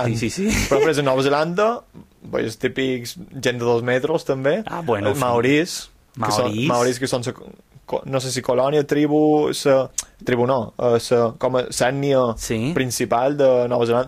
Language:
Catalan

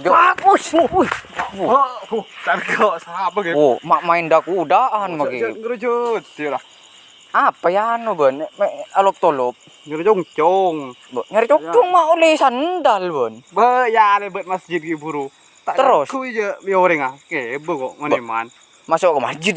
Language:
Madurese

